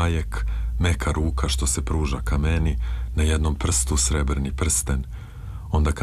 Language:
Serbian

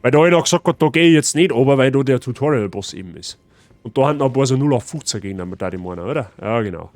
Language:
Bavarian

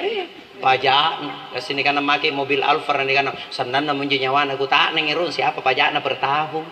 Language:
Makasar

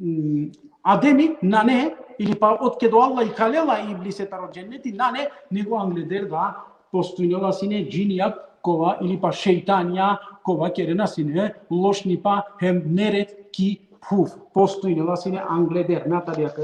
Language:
Balkan Romani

